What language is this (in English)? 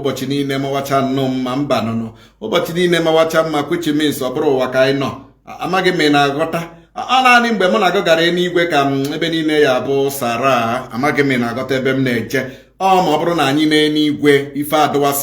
Igbo